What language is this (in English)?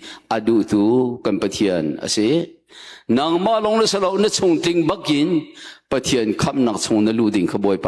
Hakha Chin